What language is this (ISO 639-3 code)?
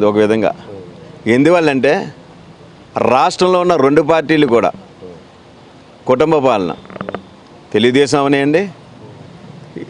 tel